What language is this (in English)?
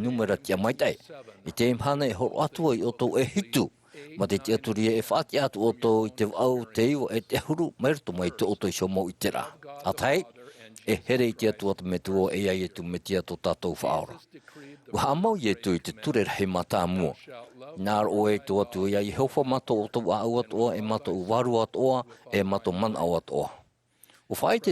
Tahitian